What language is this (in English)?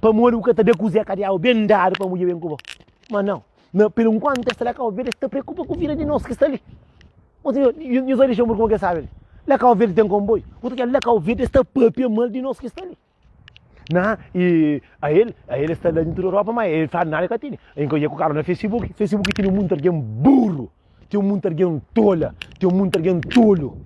Kabuverdianu